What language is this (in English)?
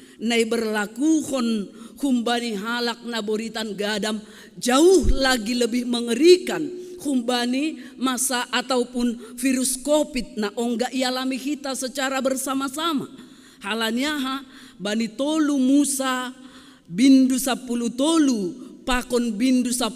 Batak Simalungun